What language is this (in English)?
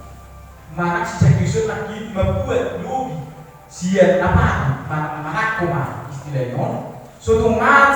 Batak Toba